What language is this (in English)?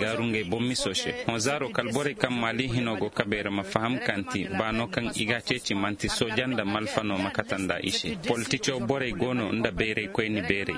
Koyraboro Senni